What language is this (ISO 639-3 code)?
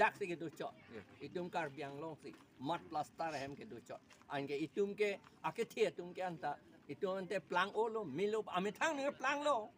mjw